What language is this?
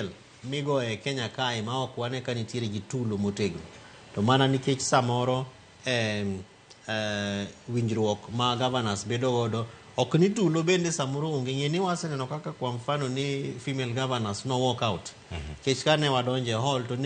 Luo (Kenya and Tanzania)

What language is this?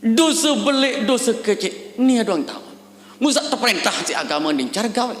Sasak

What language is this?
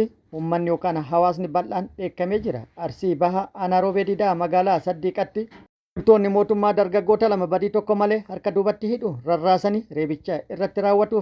Oromo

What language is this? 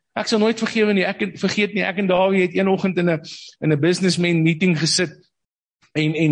Afrikaans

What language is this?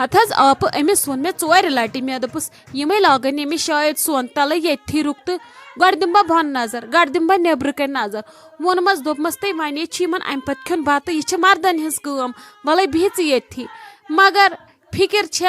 Kashmiri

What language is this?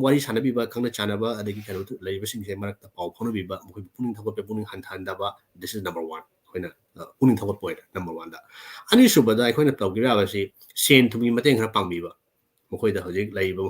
Manipuri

